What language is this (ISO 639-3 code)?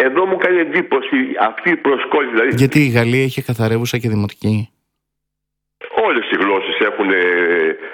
ell